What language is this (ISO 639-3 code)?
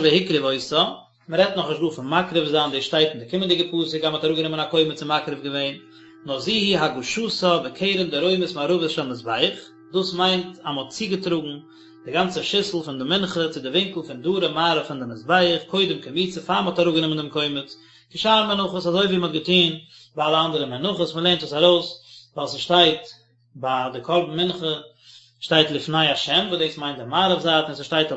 yid